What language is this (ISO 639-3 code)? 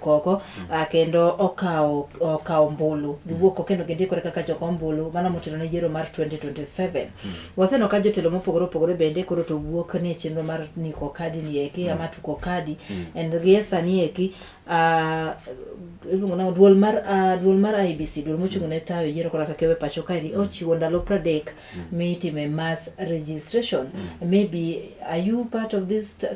luo